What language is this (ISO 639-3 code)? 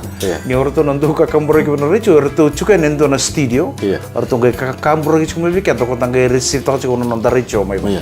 fij